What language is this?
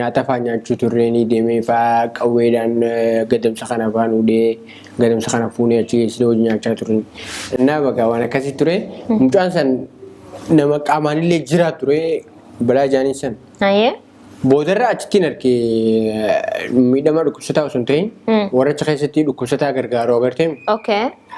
Oromo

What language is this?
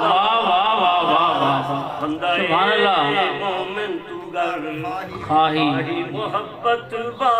Saraiki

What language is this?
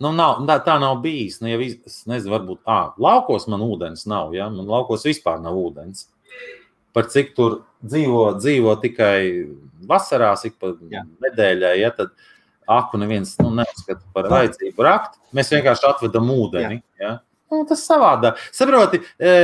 Latvian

